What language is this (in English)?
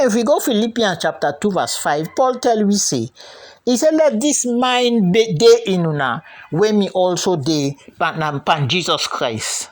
Krio